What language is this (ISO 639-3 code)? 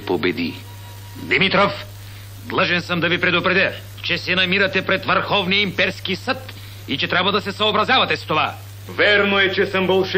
bul